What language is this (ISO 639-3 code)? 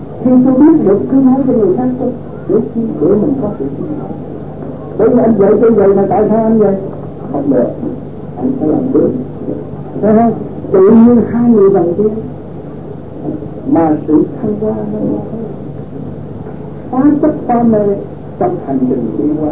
vie